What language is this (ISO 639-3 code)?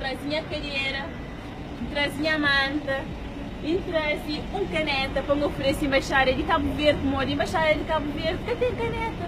kea